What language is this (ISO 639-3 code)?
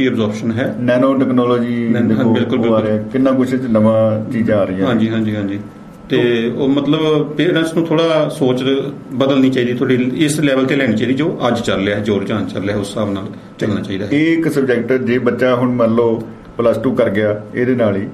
pan